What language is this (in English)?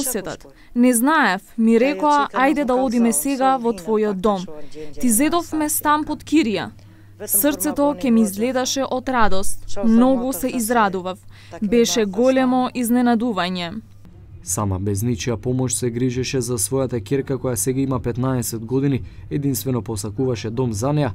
Macedonian